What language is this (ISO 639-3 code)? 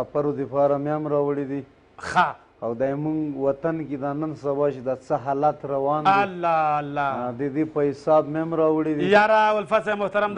pus